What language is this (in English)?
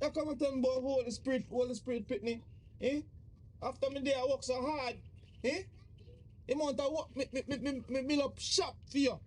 Jamaican Creole English